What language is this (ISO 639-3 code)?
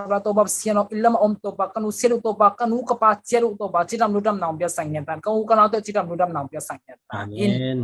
ctd